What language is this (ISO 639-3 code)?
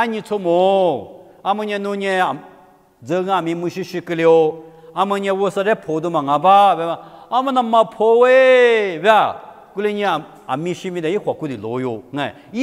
lis